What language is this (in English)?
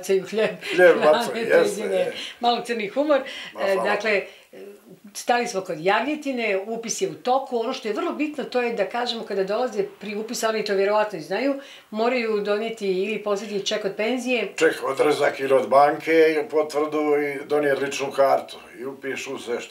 Bosnian